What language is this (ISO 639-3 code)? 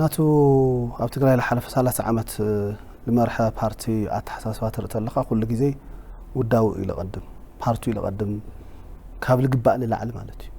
tir